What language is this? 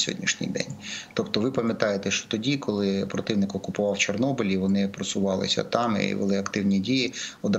Ukrainian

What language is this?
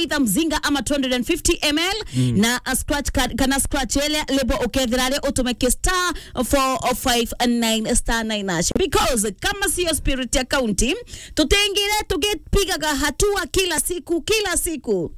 Meru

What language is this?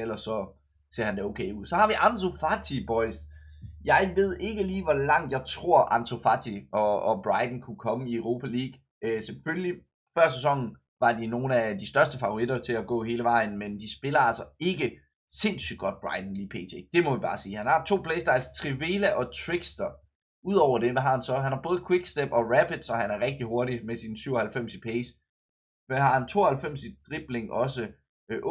Danish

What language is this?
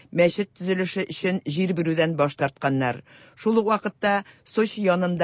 Tatar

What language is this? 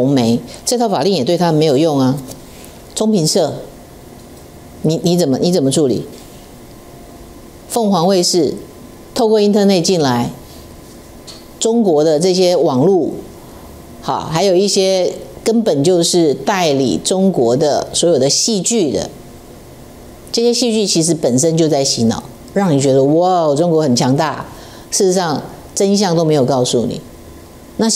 Chinese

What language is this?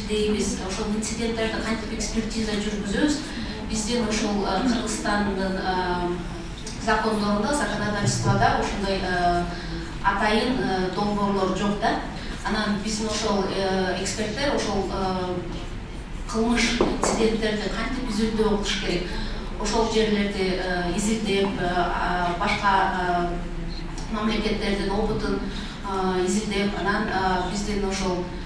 Kyrgyz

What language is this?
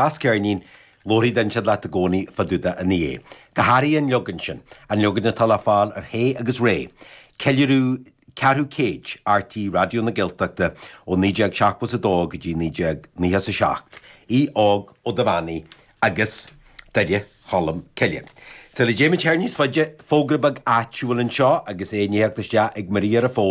Irish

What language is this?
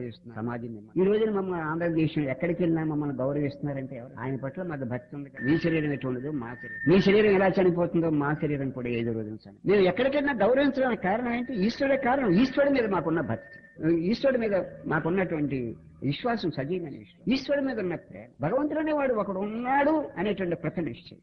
Telugu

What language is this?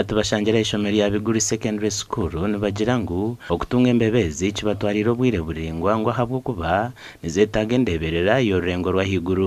Nyankole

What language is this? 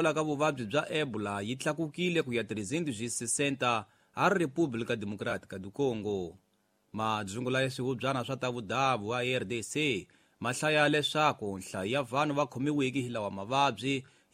Tsonga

